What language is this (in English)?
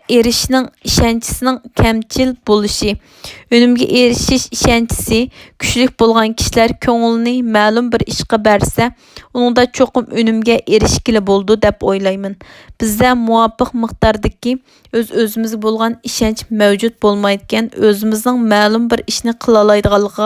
Uyghur